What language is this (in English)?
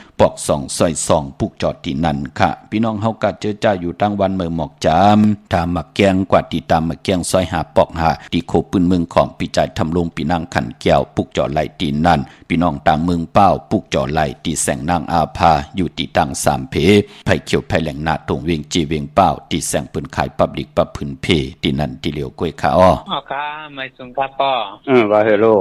Shan